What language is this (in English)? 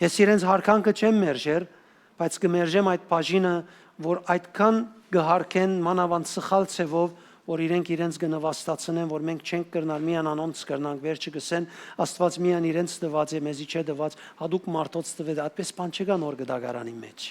Western Armenian